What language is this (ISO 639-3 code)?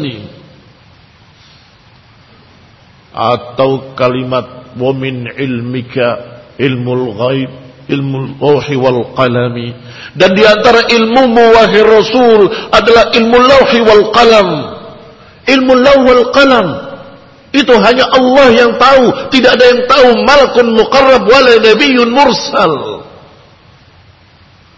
ind